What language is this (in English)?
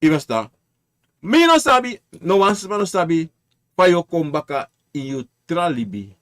Sranan Tongo